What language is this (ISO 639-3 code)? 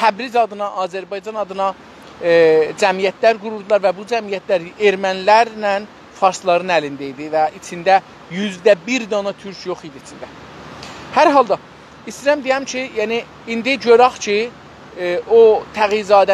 azb